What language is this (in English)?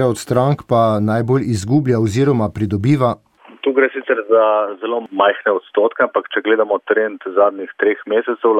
Slovenian